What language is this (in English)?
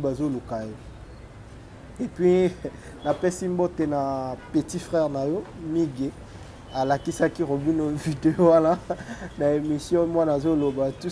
Lingala